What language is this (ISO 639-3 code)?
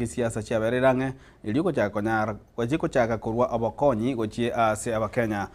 guz